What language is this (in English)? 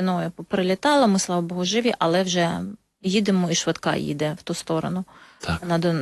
Ukrainian